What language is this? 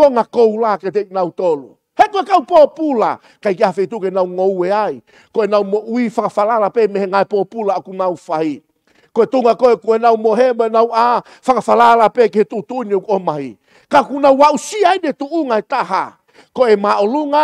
Tongan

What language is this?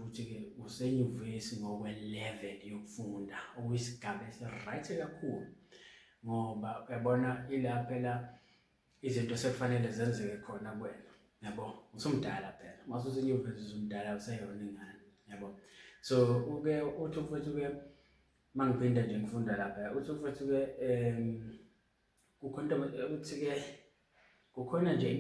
Zulu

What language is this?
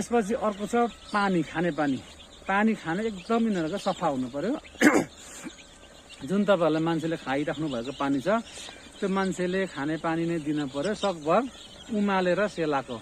Nepali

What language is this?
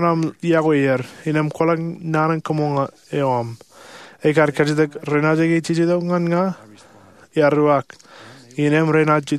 Marshallese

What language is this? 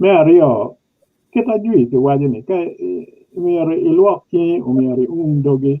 Acoli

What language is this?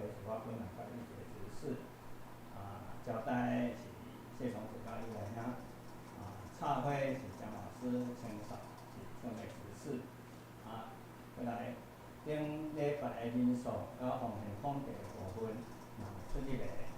Min Nan Chinese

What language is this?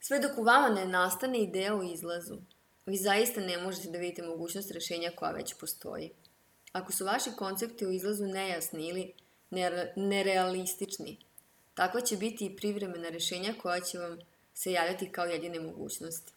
Serbian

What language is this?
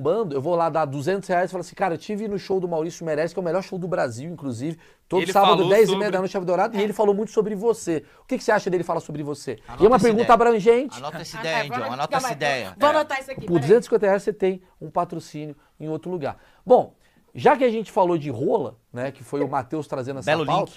Portuguese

